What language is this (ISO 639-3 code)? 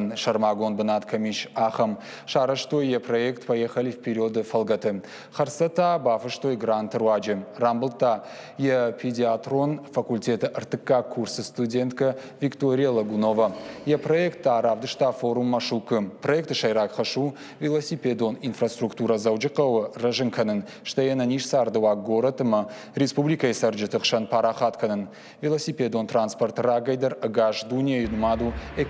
oss